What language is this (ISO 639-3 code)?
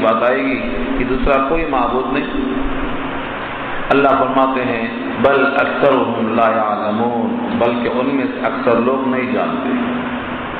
urd